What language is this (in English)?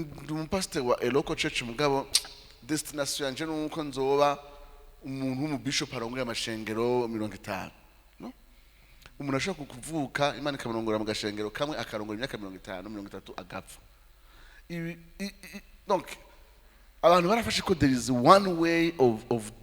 Rundi